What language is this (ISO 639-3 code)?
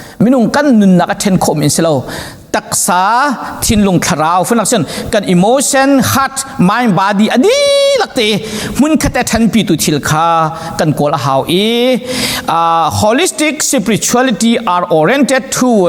cnh